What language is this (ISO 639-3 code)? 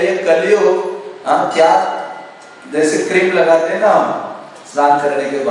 hin